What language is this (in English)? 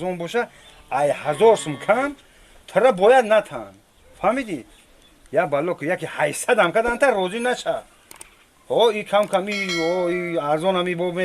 Tajik